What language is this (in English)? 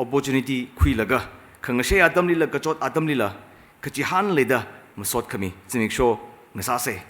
Tangkhul Naga (India)